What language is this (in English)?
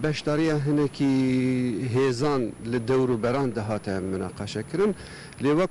Kurdish